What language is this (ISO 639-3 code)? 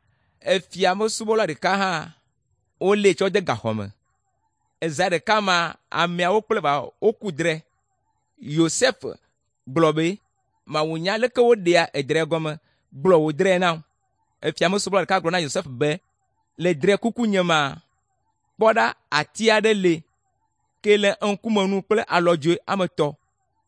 ewe